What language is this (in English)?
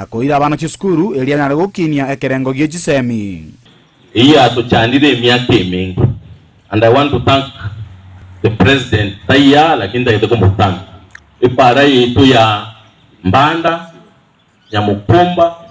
Gusii